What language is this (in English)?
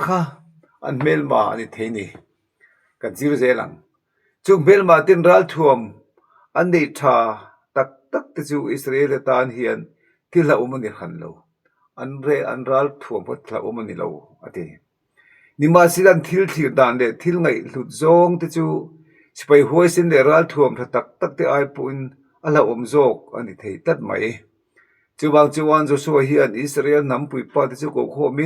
Mizo